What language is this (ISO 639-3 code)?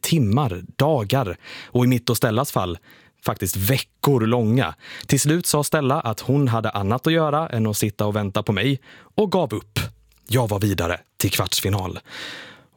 swe